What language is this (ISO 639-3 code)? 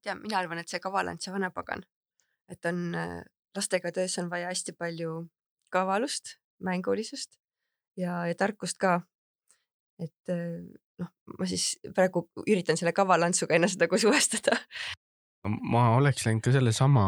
est